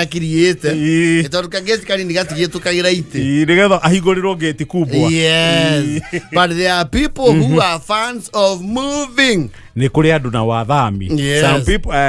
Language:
Kikuyu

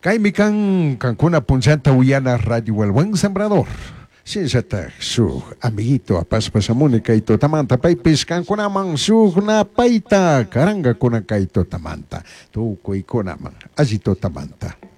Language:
Chimborazo Highland Quichua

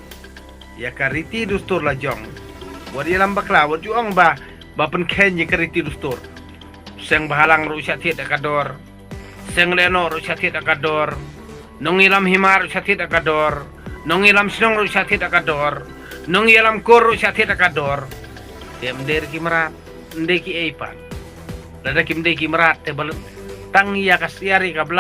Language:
Khasi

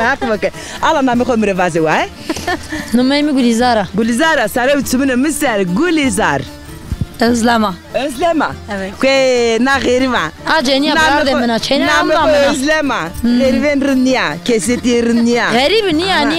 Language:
Zaza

